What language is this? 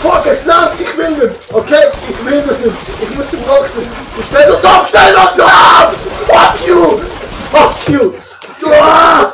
Swiss German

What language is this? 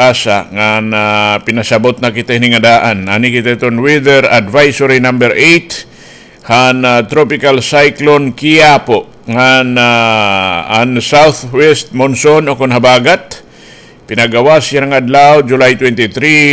Waray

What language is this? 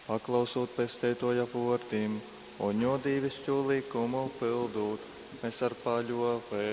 Latgalian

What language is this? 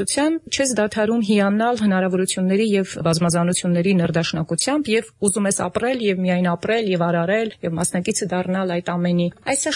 Armenian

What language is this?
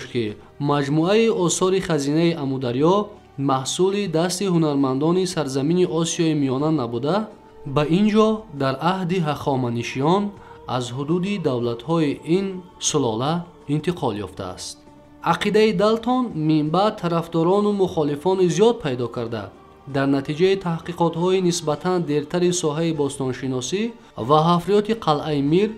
Tajik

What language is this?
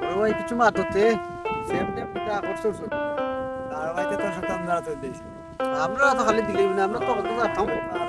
Sylheti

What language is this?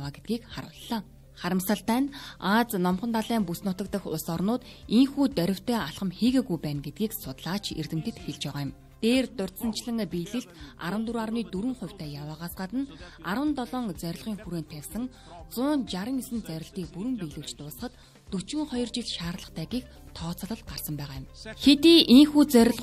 Mongolian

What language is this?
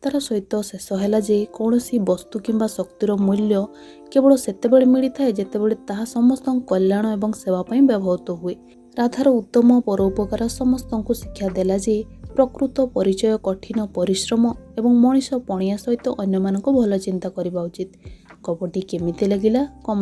Odia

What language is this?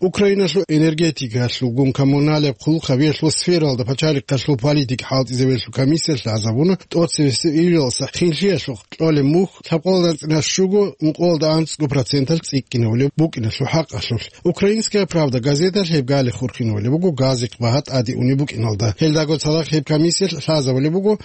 Avaric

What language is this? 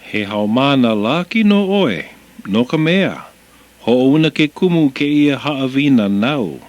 Hawaiian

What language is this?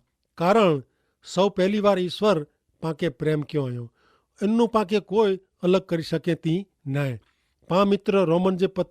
Kachhi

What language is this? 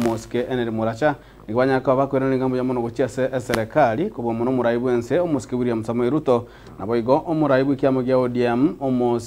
Gusii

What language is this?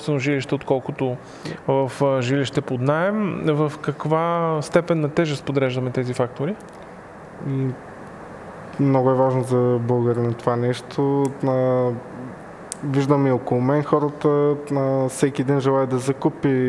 Bulgarian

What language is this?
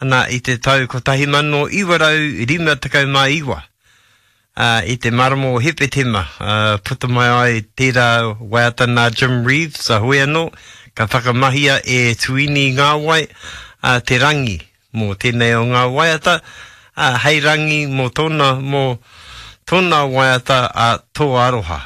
Māori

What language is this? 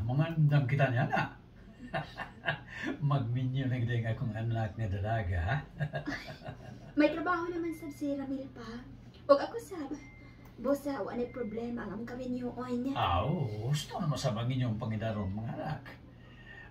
Cebuano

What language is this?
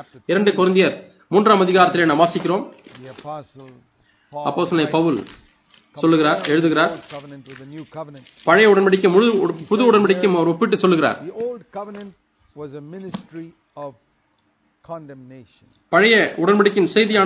Tamil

